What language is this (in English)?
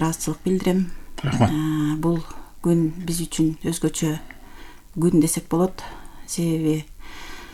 Kyrgyz